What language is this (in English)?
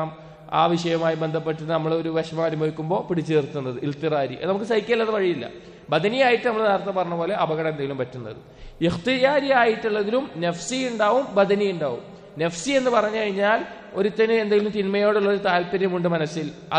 Malayalam